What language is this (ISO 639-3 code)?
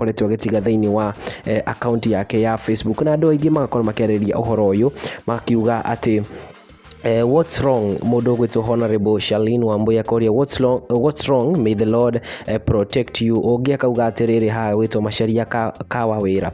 kik